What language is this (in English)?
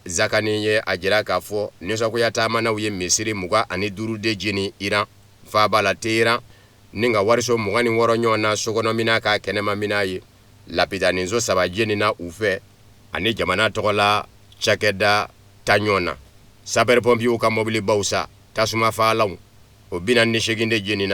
Bambara